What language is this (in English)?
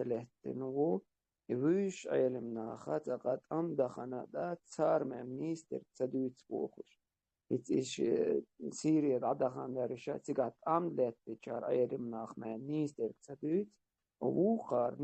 Chechen